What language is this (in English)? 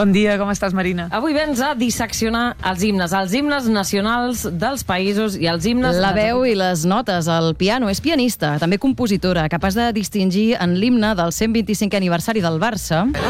Catalan